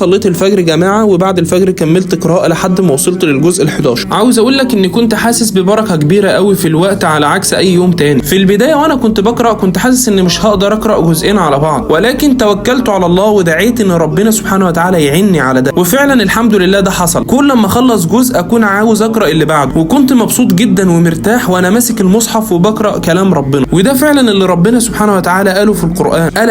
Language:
Egyptian Arabic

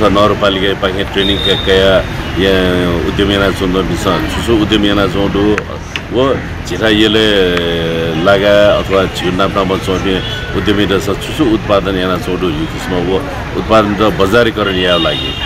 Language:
Newari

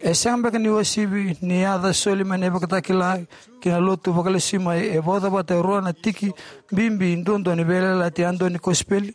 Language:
Fijian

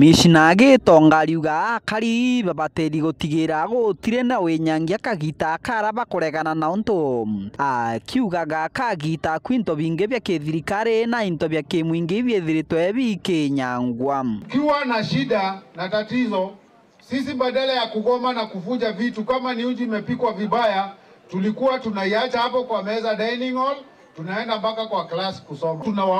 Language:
Meru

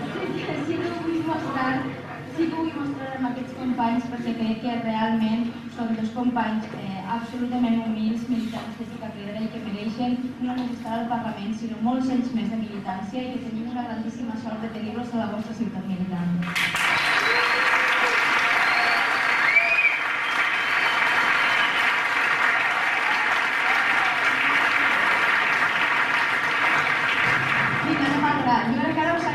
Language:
Catalan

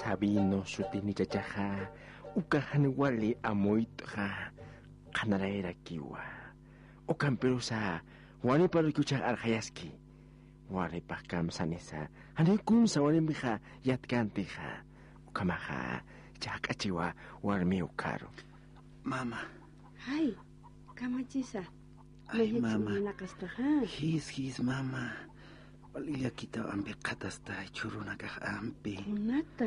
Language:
Aymara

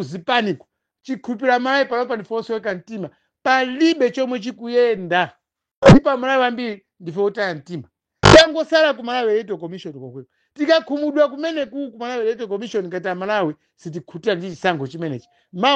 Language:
Nyanja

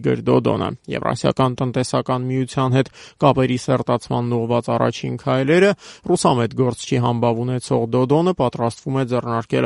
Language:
Armenian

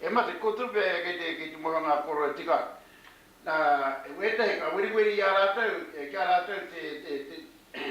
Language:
Māori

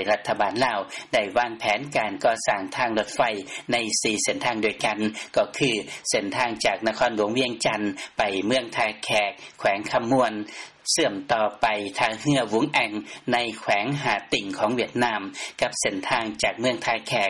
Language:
Lao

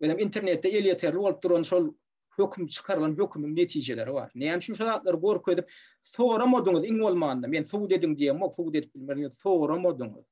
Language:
Turkmen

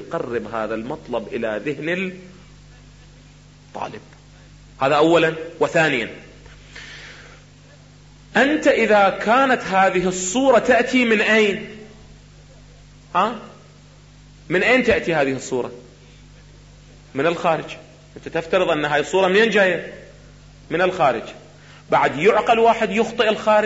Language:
Arabic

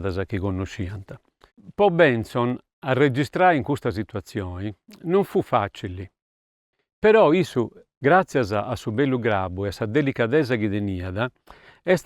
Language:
Sardinian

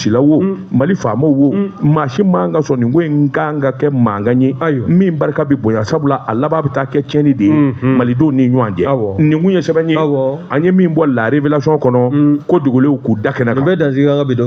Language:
Bambara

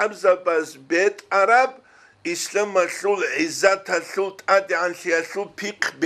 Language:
Avaric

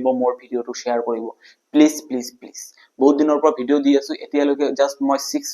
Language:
Assamese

